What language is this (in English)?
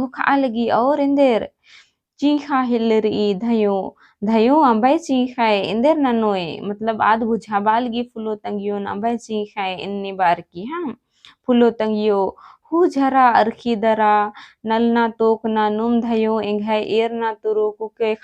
Kurukh